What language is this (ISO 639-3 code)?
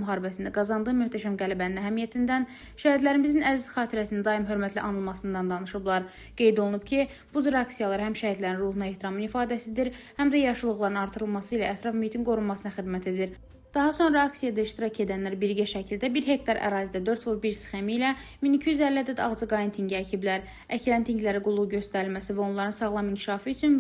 aze